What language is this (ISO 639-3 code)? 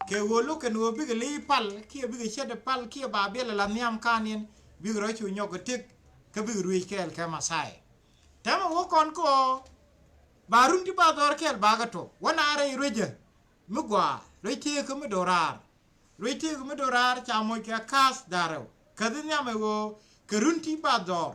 nus